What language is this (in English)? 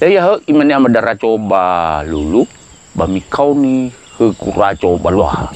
Nias